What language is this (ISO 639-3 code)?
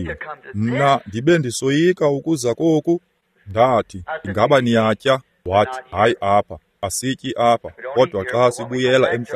xho